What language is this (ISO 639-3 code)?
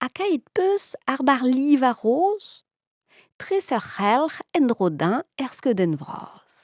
bre